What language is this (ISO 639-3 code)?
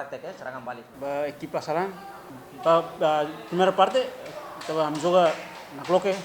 tet